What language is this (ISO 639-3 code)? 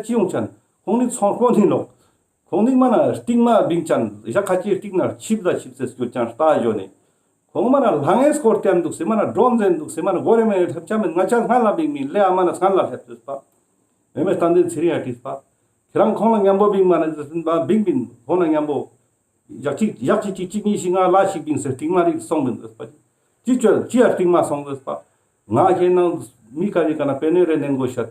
lbj